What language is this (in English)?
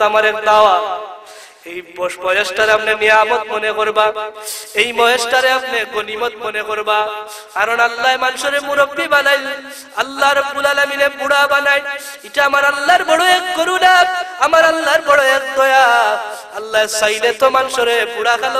Sylheti